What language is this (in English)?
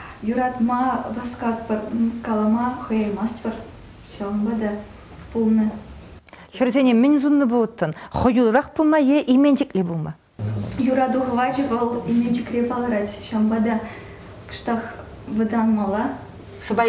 Chuvash